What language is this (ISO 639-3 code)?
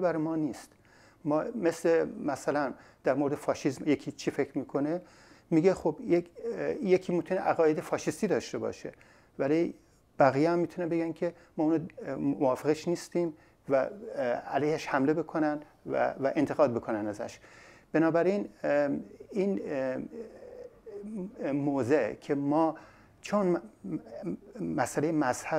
fas